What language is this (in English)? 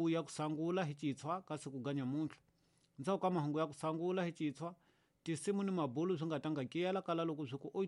Tsonga